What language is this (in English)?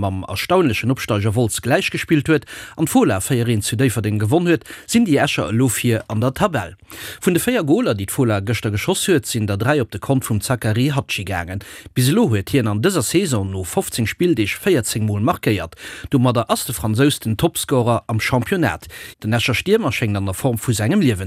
Luxembourgish